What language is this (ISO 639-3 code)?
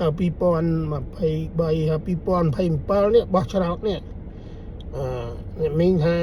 khm